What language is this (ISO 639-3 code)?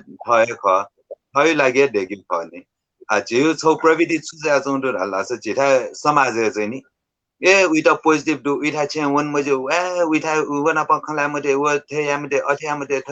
new